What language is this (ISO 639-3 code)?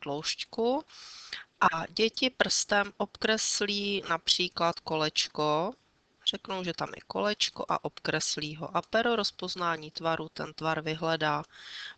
ces